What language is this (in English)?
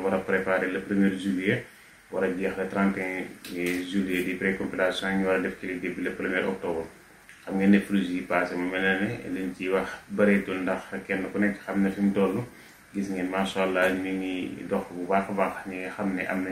Wolof